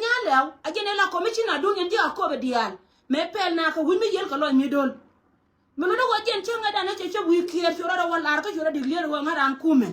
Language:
Nuer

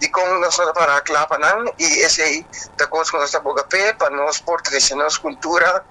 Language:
Papiamento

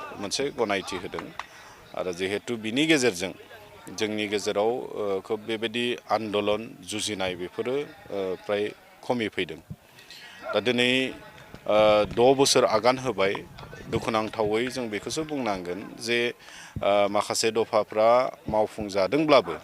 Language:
Bodo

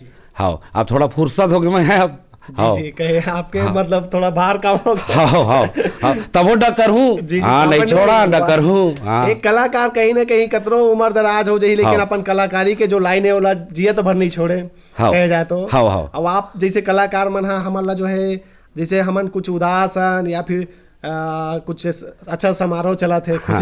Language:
Chhattisgarhi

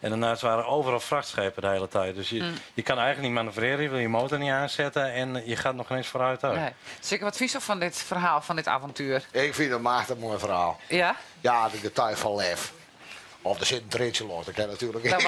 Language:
Western Frisian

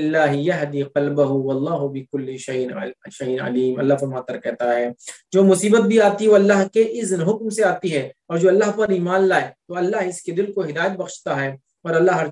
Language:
Urdu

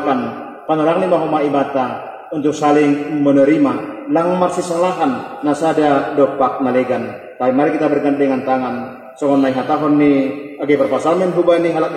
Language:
Batak Simalungun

